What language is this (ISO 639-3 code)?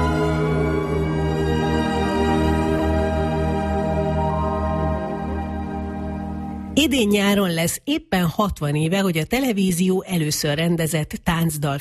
hun